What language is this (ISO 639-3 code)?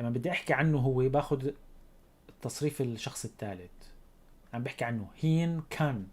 apc